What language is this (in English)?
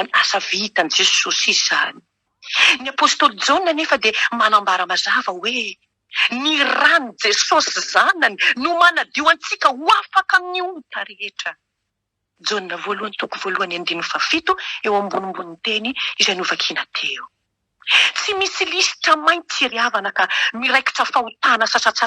Malagasy